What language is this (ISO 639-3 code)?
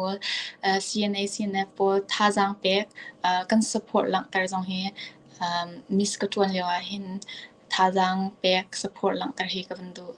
cnh